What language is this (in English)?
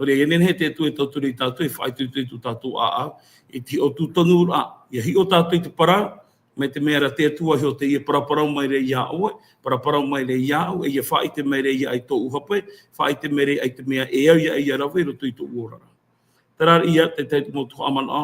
Tahitian